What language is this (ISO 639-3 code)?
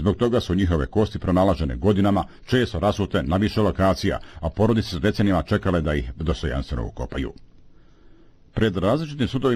bos